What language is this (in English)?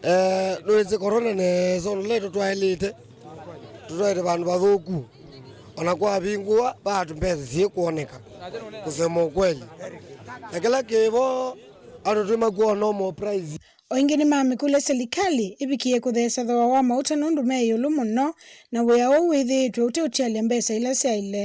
Kamba